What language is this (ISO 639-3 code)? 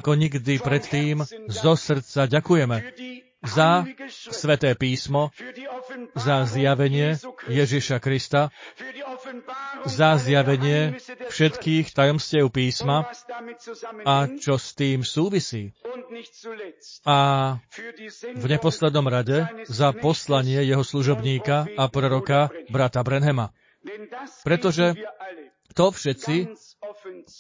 slk